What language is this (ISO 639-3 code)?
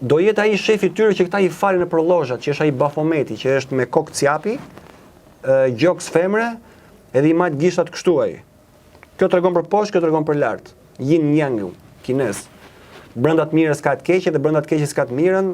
sqi